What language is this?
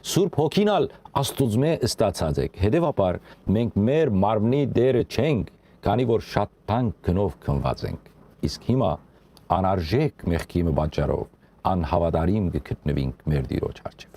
Western Armenian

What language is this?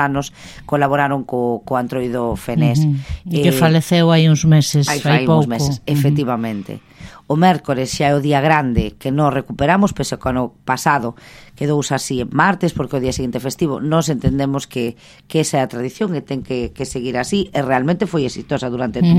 Galician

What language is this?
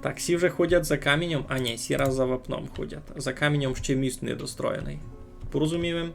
Rusyn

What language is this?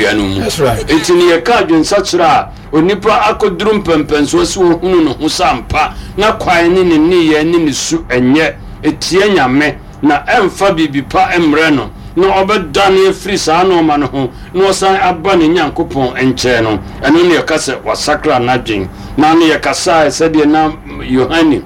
Akan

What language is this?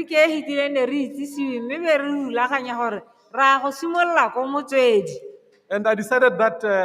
Tswana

